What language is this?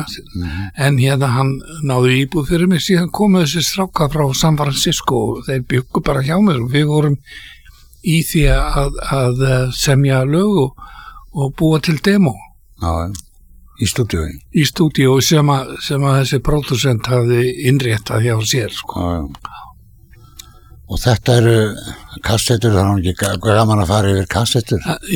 Icelandic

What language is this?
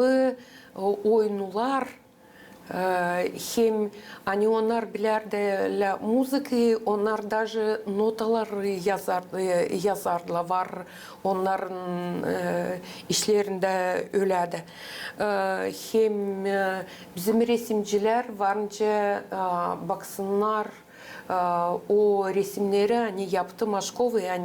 Gagauz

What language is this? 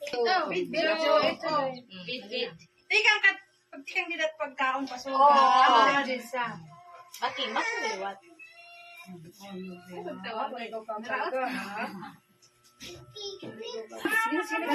Waray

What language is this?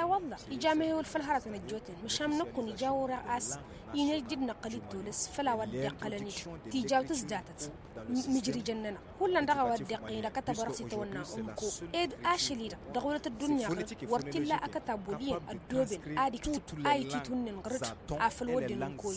Tamasheq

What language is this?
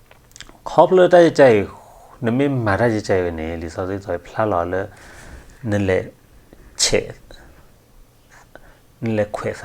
S'gaw Karen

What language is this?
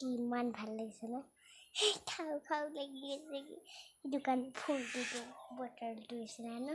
Assamese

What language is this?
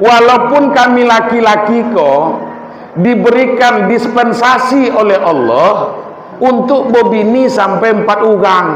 Minangkabau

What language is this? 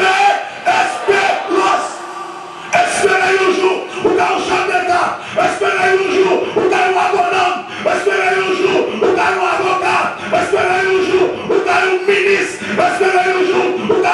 Haitian Creole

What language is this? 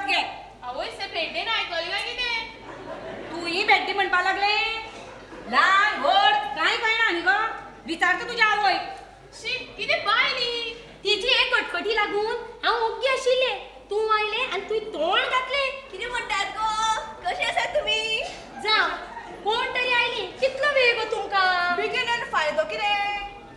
Konkani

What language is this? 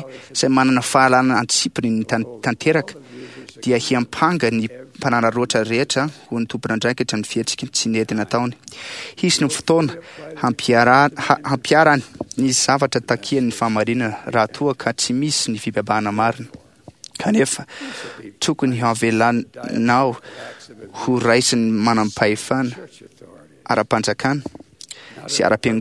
Malagasy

